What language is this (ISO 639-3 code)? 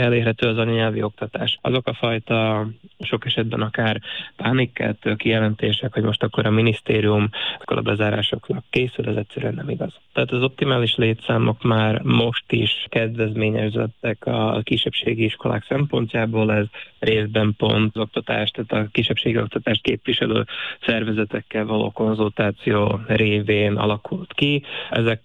hun